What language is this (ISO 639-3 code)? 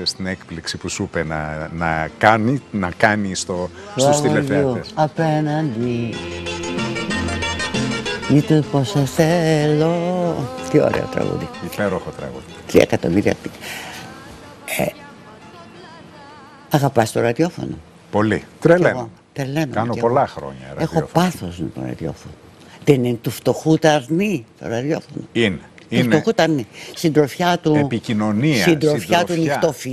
ell